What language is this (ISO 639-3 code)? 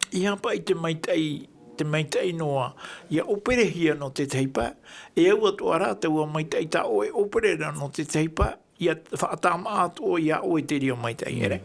tah